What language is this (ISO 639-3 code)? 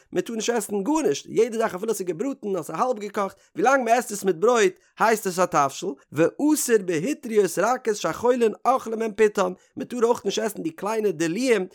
yid